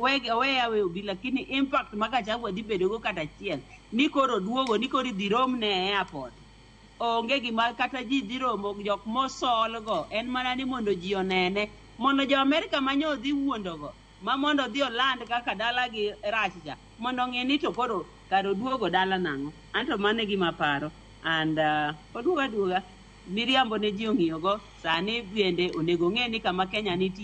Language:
Luo (Kenya and Tanzania)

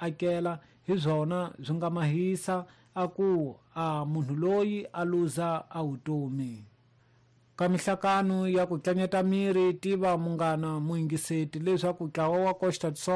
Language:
Tsonga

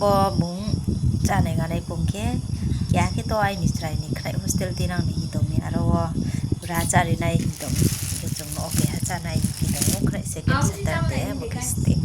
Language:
Riang (India)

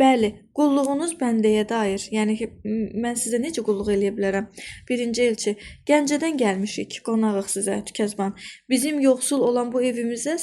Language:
Azerbaijani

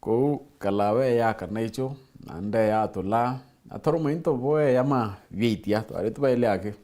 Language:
Meru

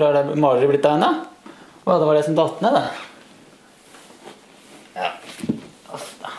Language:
Norwegian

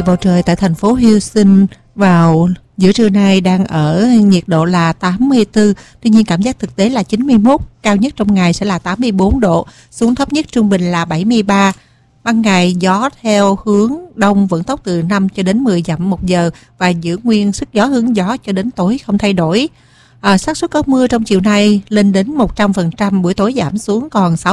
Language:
Vietnamese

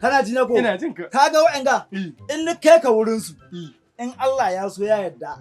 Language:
Hausa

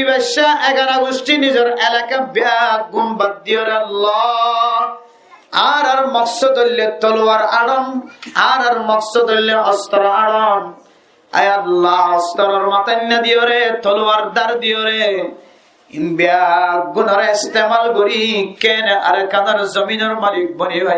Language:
Rohingya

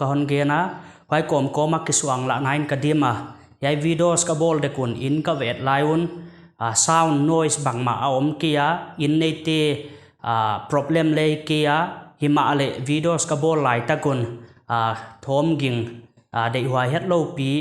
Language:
Paite Chin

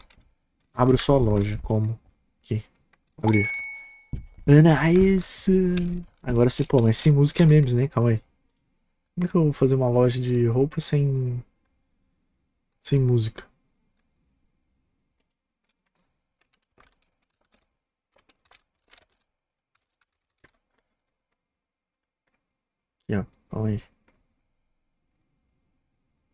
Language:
Portuguese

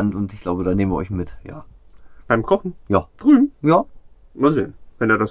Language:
German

